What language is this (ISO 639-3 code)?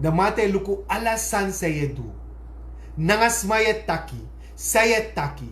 srn